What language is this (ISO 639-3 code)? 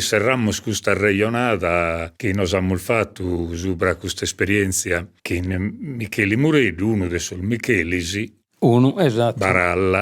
srd